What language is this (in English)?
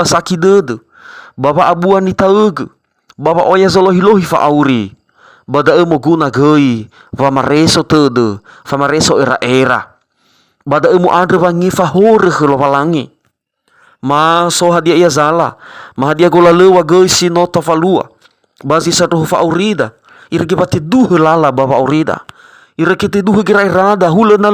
Nias